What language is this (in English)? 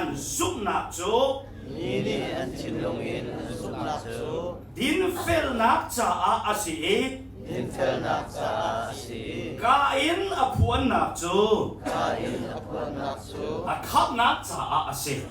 Hakha Chin